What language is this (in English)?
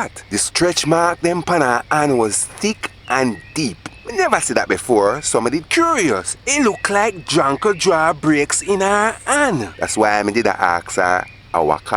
Jamaican Creole English